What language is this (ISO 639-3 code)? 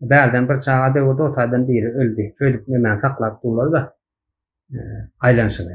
tuk